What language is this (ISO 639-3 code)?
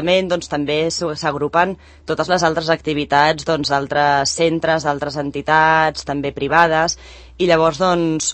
cat